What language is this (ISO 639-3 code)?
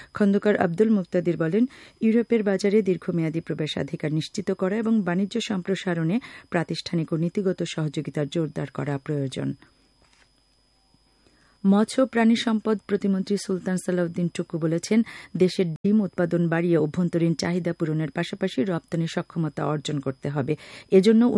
ben